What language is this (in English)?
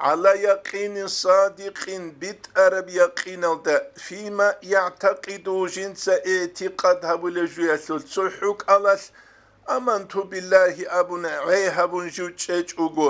Avaric